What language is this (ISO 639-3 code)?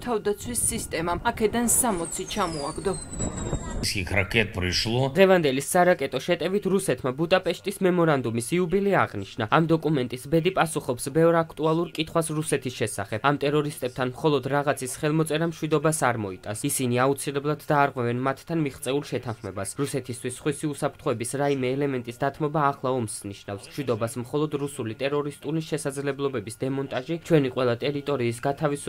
kat